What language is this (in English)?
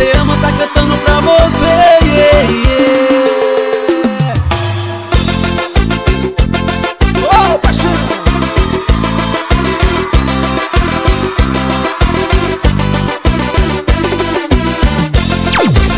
Portuguese